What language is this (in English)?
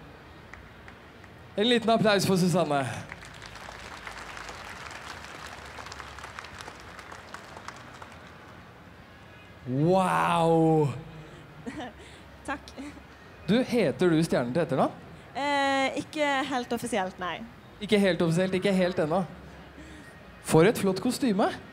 Norwegian